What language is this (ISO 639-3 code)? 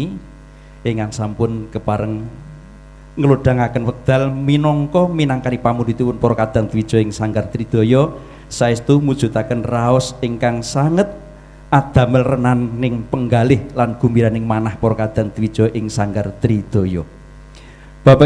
jav